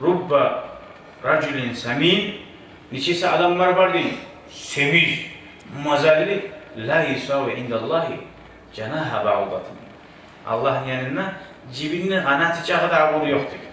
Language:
Kumyk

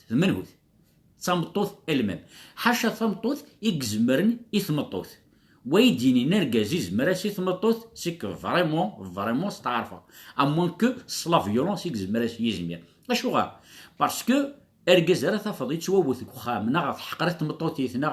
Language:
Kabyle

